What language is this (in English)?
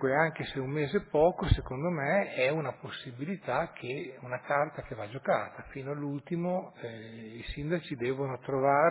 Italian